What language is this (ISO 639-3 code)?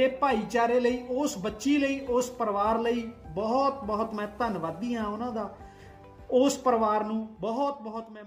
pan